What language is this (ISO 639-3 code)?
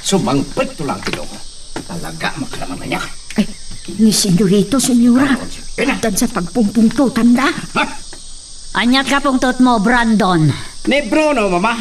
ilo